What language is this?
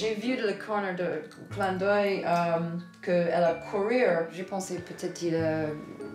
French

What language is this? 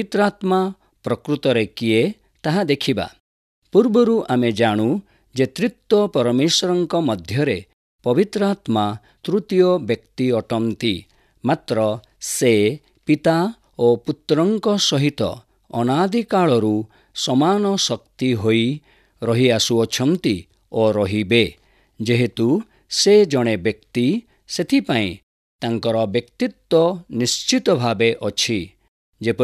Odia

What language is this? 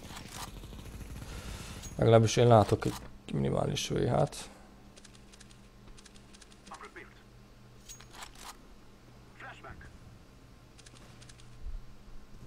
Hungarian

